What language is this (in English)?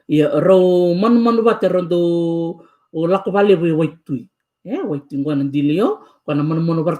Fijian